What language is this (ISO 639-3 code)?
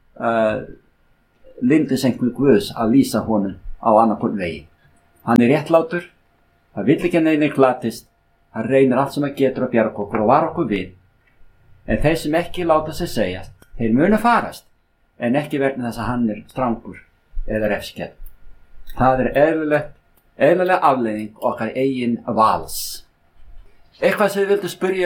isl